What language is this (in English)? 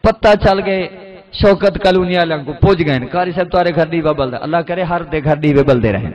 Saraiki